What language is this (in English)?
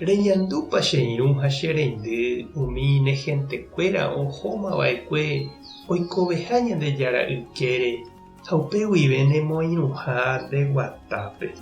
Guarani